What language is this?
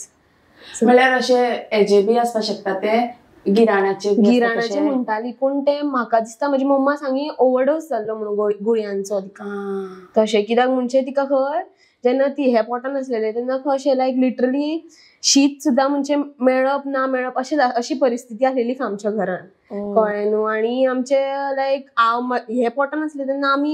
Konkani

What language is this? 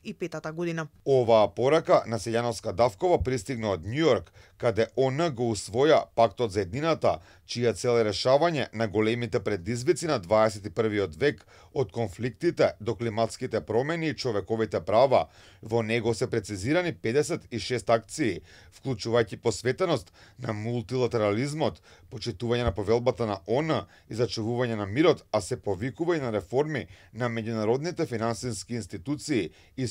Macedonian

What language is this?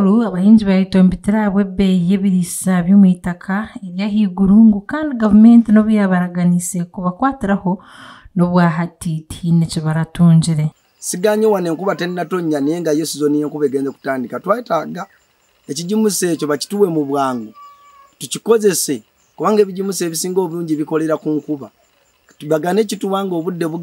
Nyankole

